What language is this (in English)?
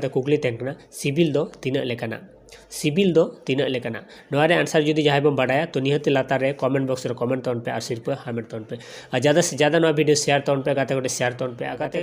Santali